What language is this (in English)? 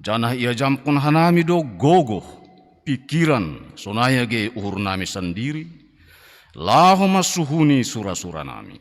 Batak Simalungun